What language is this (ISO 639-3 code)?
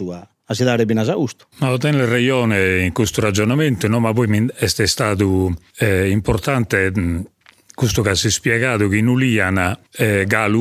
srd